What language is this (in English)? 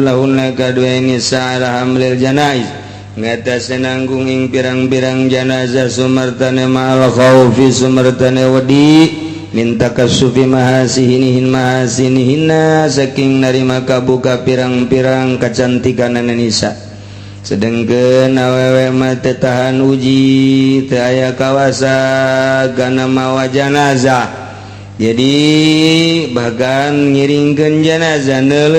Sundanese